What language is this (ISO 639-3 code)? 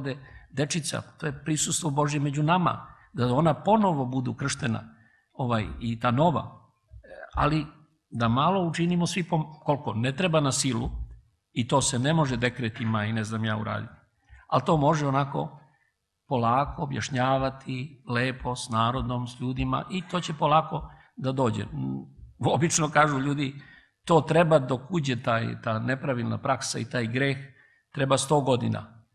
srp